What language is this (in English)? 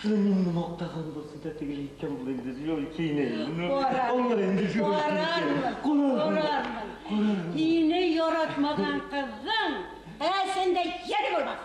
Bashkir